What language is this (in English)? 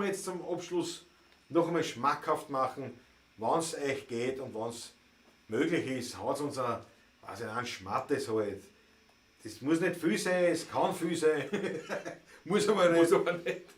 Bavarian